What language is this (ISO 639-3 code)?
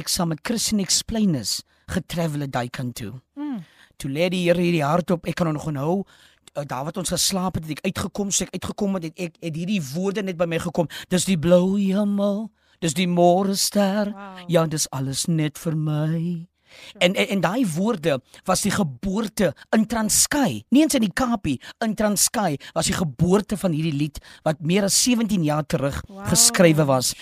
afr